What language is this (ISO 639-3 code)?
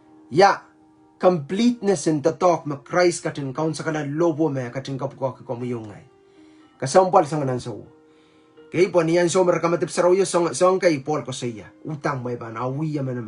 pon